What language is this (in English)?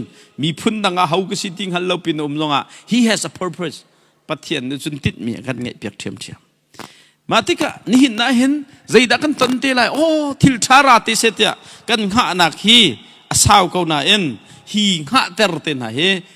Hakha Chin